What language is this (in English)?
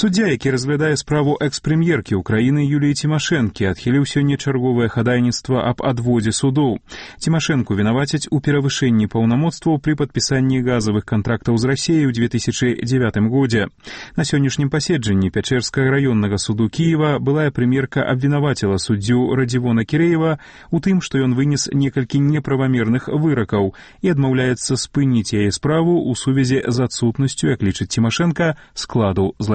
Belarusian